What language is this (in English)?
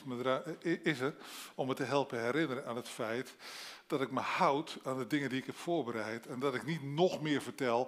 Dutch